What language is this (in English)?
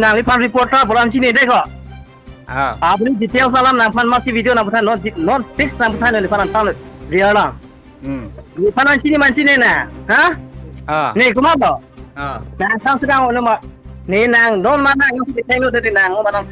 Karbi